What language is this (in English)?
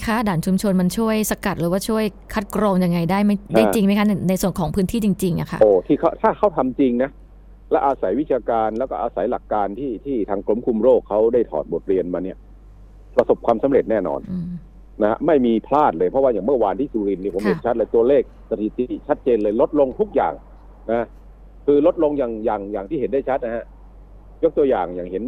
Thai